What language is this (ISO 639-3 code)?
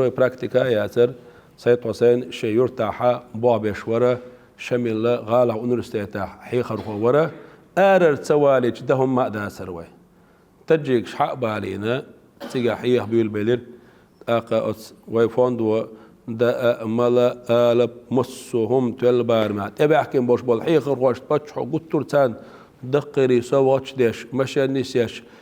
che